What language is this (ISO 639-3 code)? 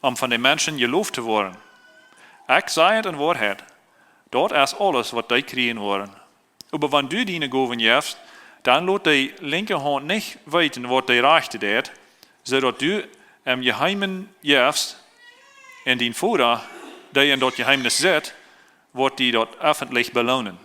pdt